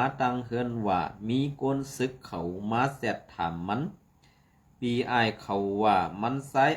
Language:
Shan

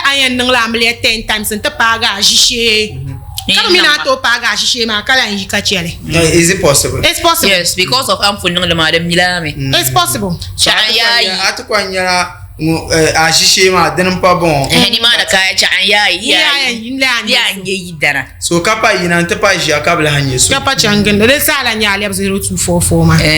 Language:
Dagbani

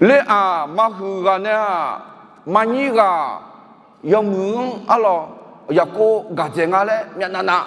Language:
Akha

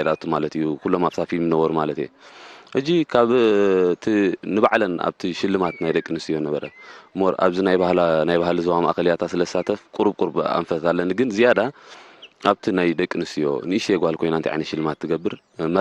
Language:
Tigrinya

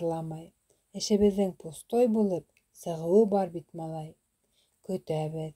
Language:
Bashkir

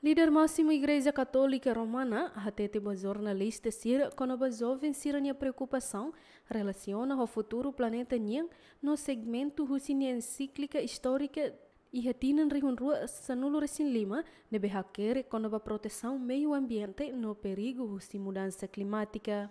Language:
Tetum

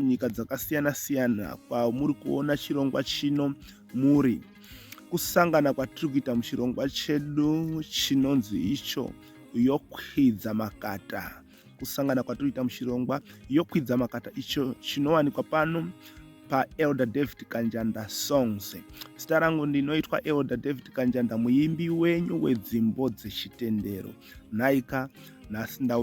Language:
Shona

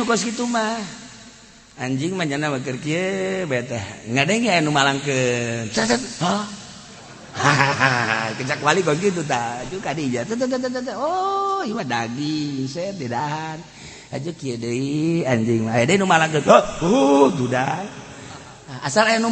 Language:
Sundanese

